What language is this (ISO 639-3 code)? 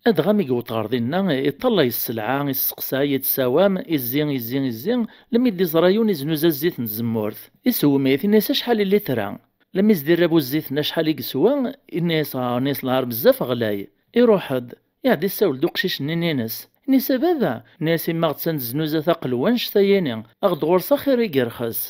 kab